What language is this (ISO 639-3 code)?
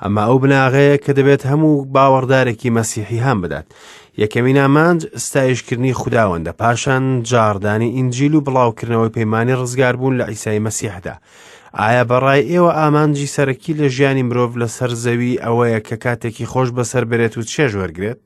ckb